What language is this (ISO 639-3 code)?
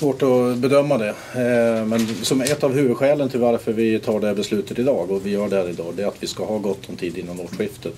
swe